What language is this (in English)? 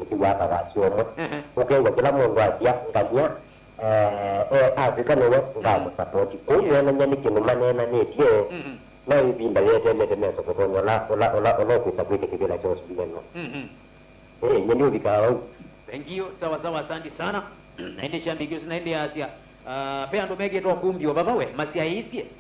Kamba